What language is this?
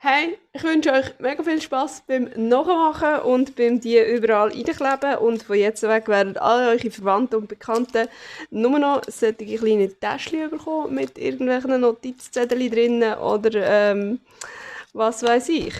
Swiss German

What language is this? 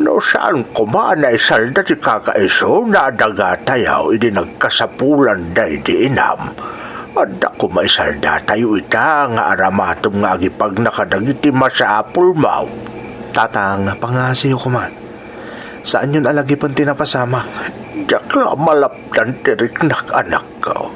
Iloko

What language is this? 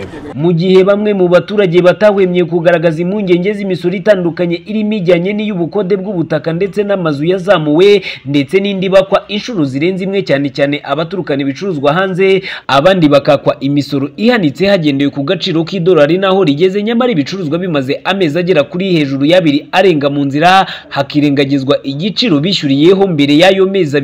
Kinyarwanda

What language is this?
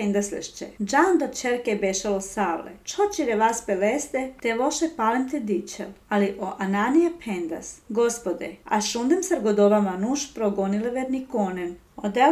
Serbian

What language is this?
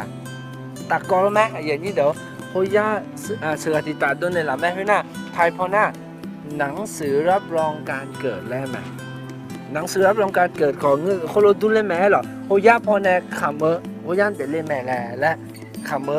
Akha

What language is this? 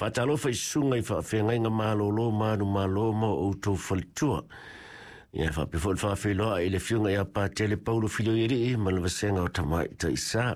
Samoan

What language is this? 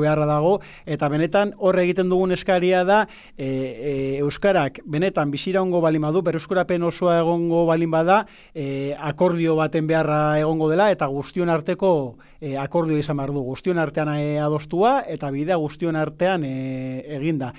Basque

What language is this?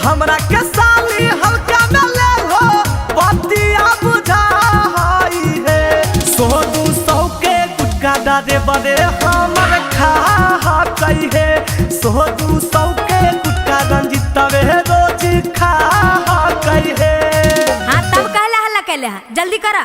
Magahi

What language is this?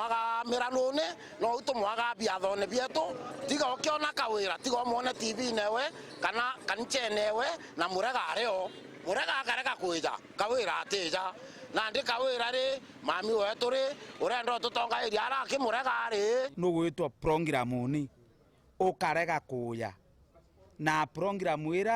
Meru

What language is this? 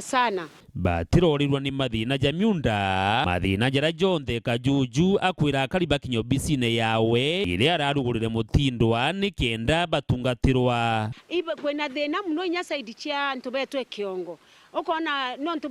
Meru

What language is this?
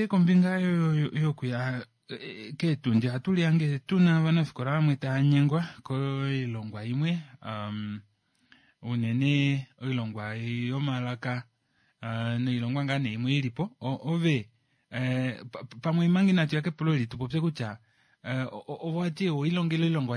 Kuanyama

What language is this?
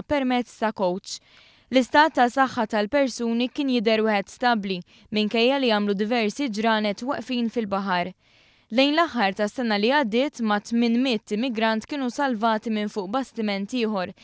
Maltese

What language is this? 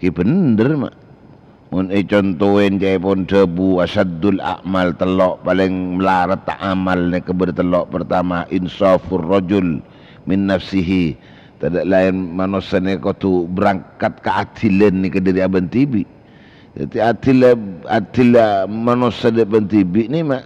Madurese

